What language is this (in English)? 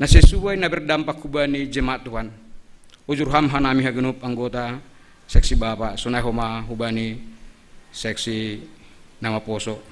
Batak Simalungun